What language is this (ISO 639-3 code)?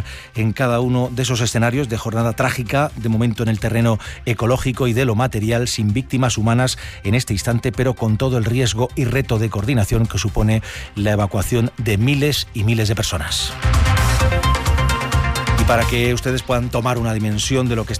spa